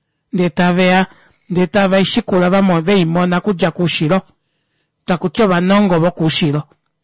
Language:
Kuanyama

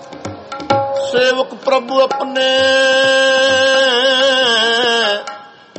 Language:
Punjabi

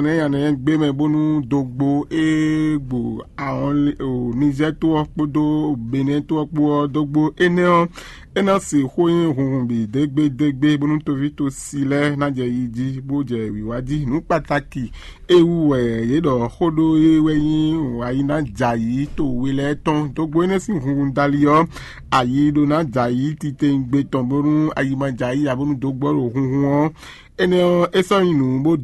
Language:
Fon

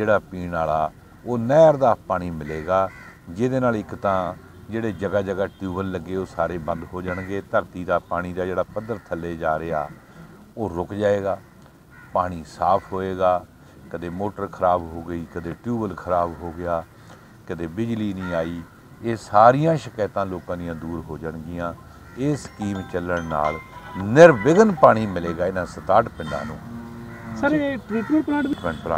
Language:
Punjabi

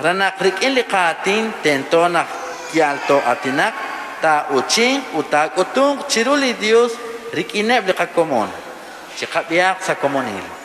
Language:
Kekchí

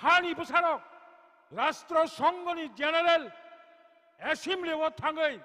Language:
Kok Borok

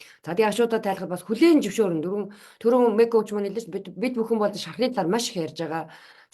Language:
Mongolian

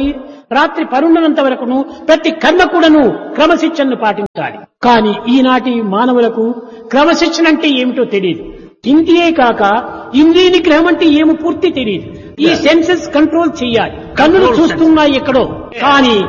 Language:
Telugu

